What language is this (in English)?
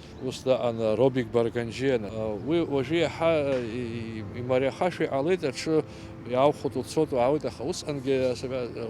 Abkhazian